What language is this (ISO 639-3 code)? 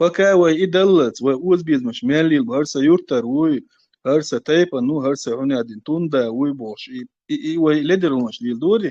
che